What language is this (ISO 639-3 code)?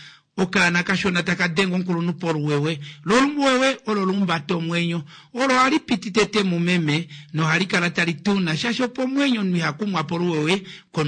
kua